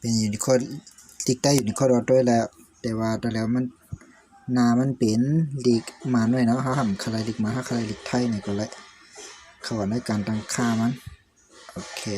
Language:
Shan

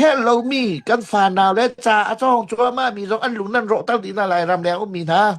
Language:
Hakha Chin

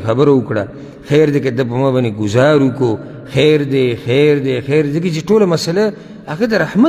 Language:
Pashto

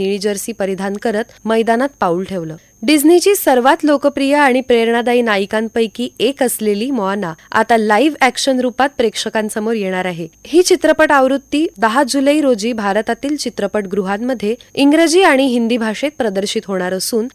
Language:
Marathi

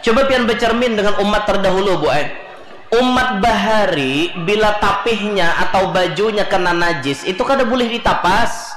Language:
Banjar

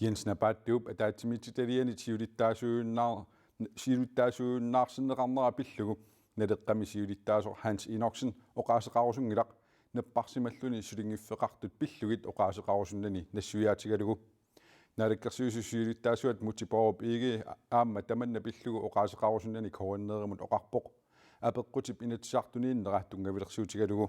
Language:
Kalaallisut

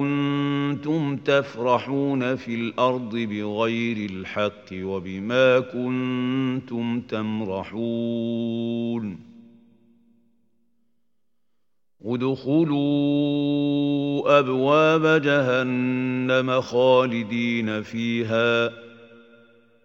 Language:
Arabic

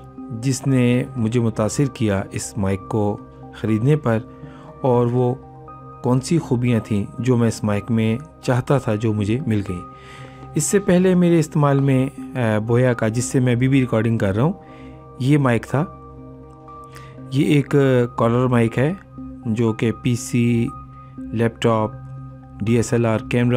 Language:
Hindi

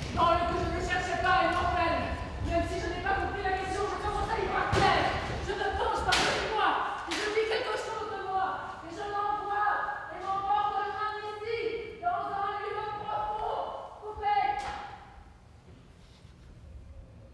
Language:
French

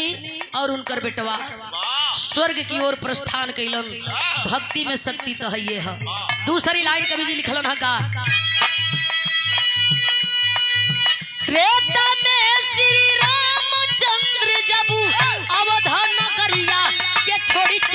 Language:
Bhojpuri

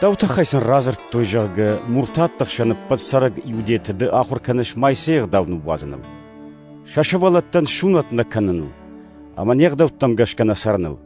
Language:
Ossetic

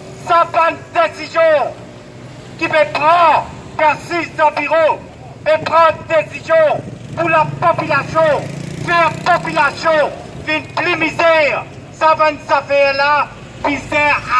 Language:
Morisyen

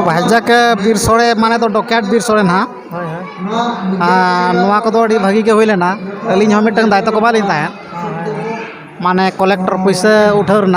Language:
Santali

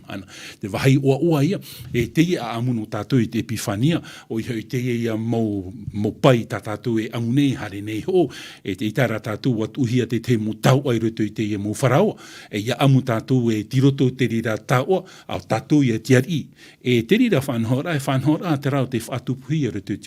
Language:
Tahitian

